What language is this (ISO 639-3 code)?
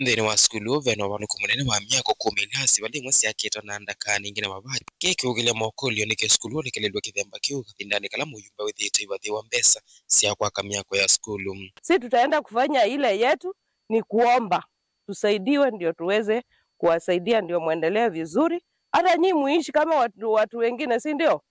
kam